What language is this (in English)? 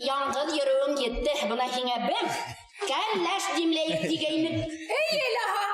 Bashkir